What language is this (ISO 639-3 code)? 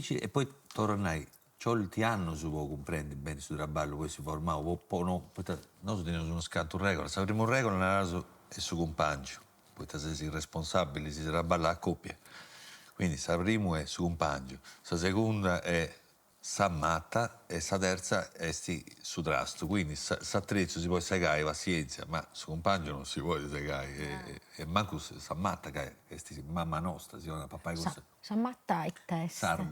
srd